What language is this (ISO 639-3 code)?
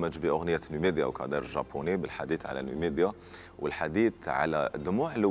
arq